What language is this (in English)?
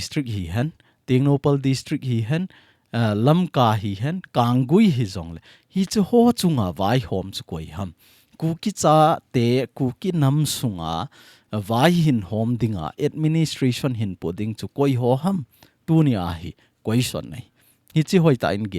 Thado Chin